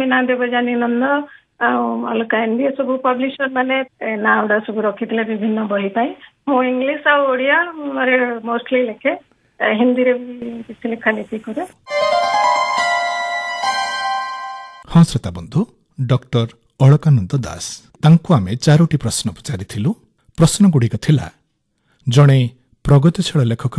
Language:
Odia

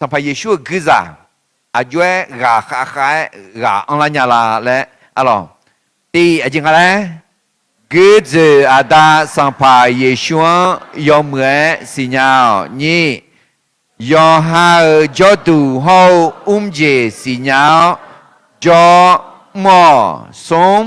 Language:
Akha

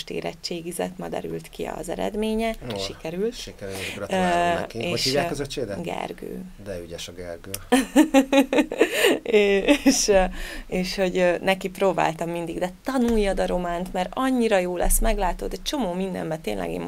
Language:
Hungarian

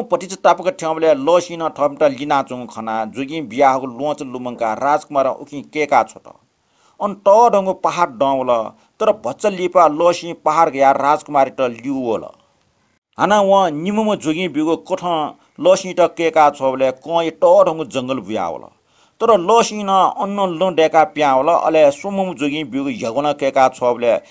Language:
Newari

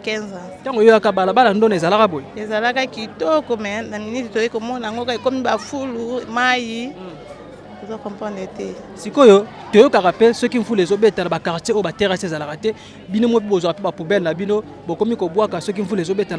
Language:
Lingala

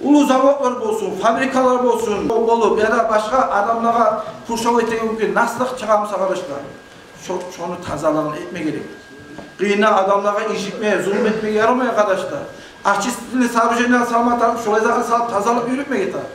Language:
Kumyk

